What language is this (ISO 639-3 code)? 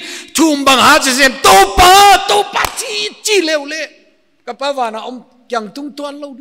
pck